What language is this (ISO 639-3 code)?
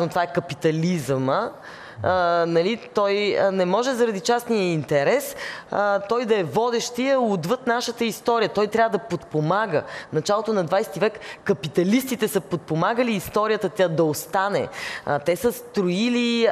bul